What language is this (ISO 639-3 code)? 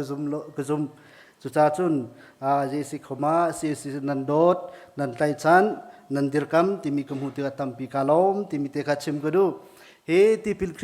cnh